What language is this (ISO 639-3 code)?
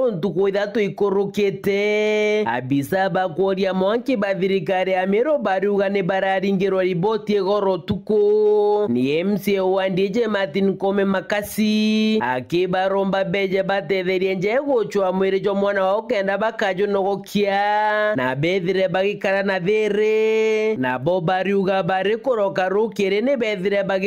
mer